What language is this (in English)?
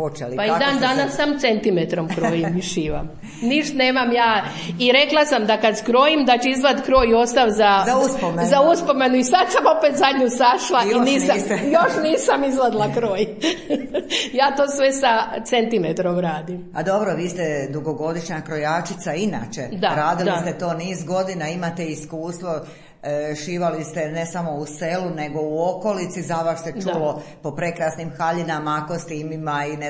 Croatian